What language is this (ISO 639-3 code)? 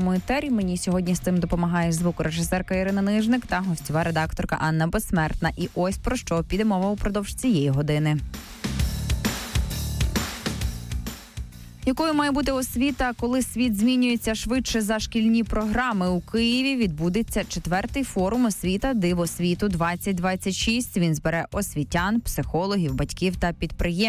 ukr